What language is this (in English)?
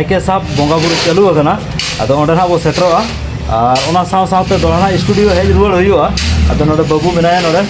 Santali